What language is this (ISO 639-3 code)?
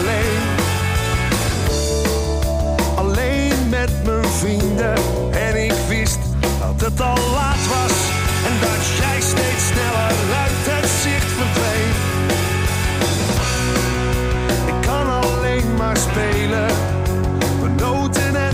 nld